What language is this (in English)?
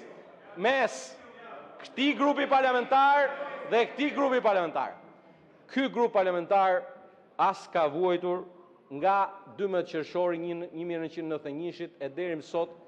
Albanian